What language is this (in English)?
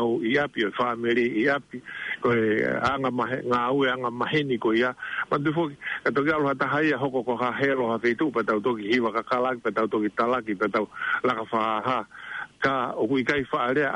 Tongan